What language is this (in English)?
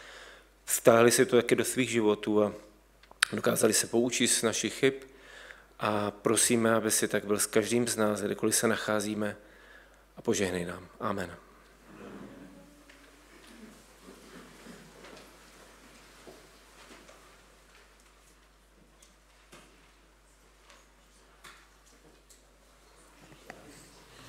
Czech